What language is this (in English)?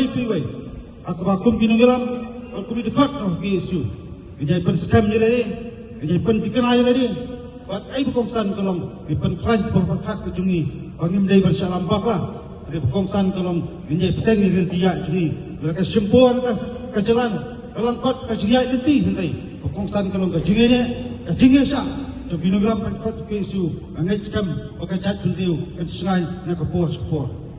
Khasi